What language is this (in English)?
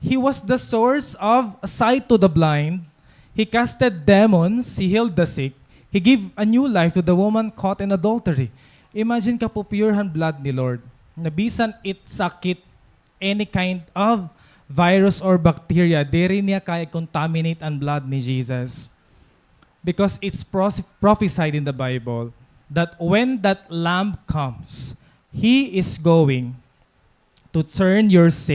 Waray